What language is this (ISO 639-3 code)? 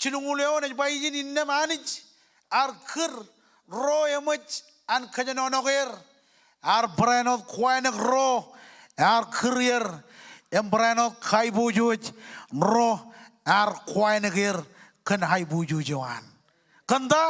mah